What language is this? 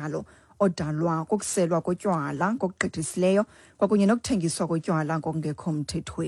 Xhosa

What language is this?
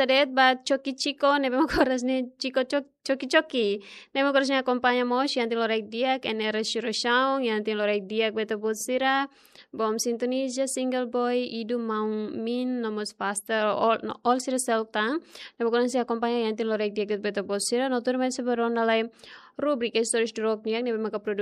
Tetum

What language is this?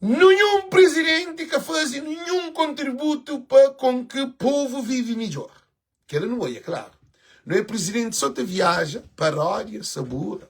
Kabuverdianu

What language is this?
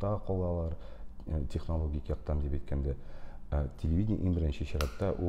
Tatar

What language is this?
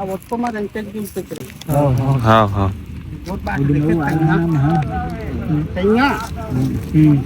Chhattisgarhi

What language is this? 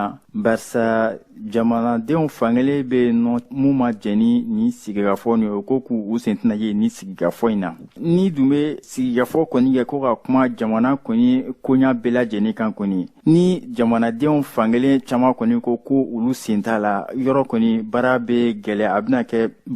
Bambara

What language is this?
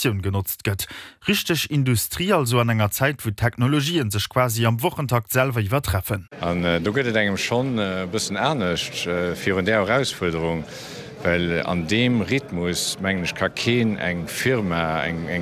Luxembourgish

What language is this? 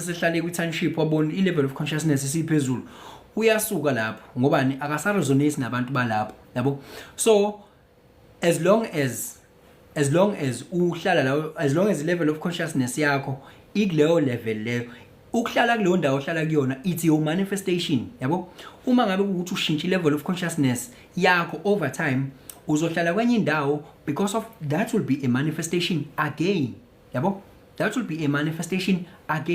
Zulu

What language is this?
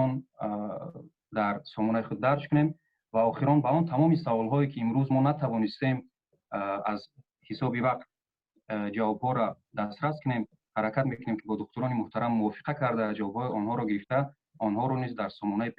Tajik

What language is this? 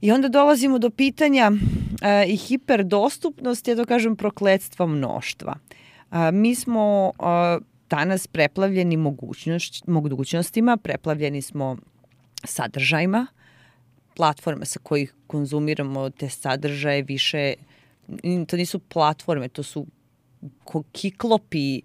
Serbian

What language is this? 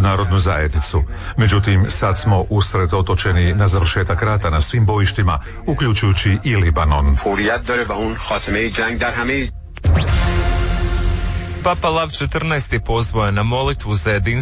Croatian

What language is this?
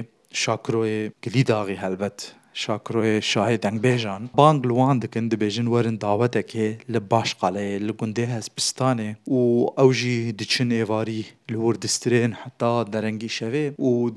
Kurdish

